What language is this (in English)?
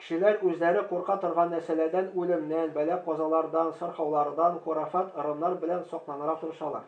Tatar